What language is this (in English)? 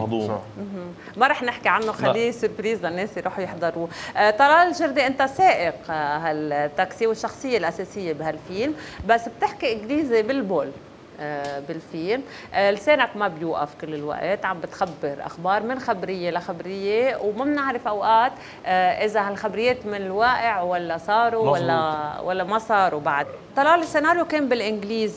North Levantine Arabic